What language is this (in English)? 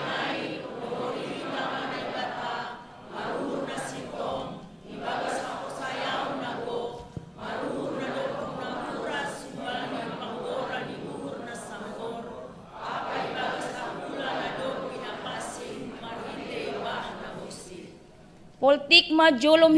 Batak Simalungun